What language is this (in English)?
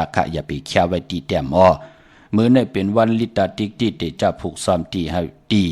Shan